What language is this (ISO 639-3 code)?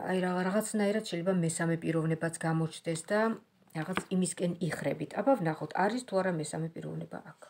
kat